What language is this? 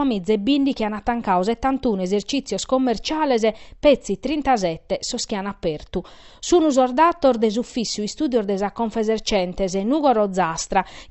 Sardinian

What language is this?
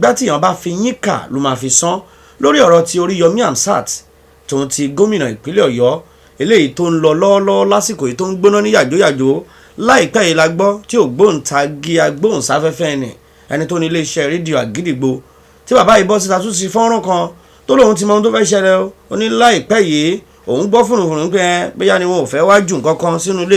Yoruba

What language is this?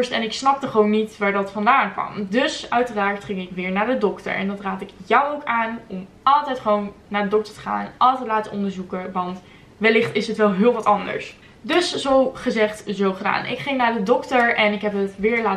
Dutch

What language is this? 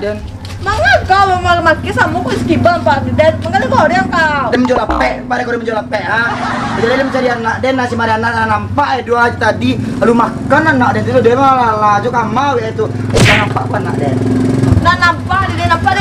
Minangkabau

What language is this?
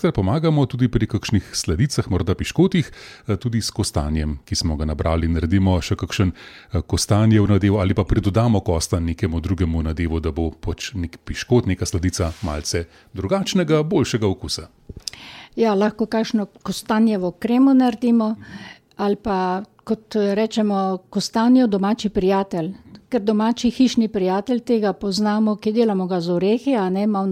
Slovenian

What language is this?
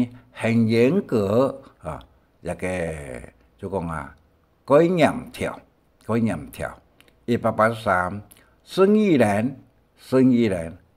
Hakka Chinese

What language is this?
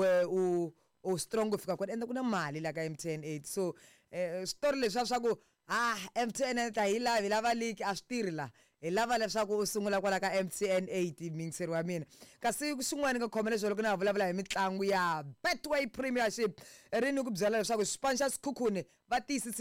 Tsonga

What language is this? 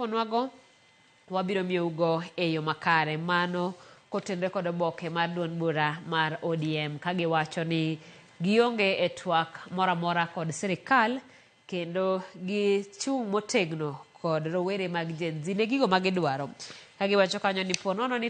Luo (Kenya and Tanzania)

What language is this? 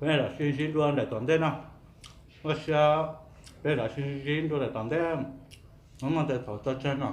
Hmong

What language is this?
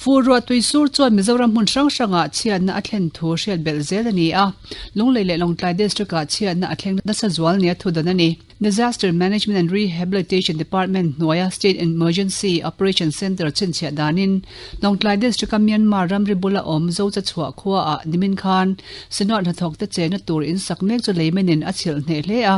Mizo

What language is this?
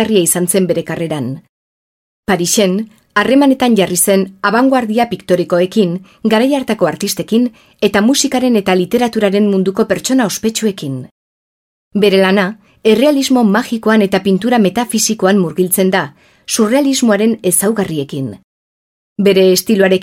Basque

